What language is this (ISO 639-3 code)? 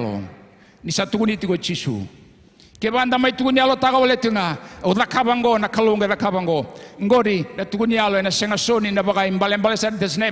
fij